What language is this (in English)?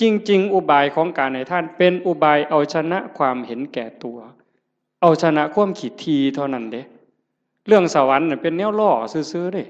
Northeastern Thai